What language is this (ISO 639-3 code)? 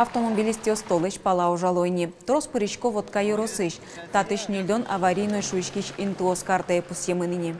udm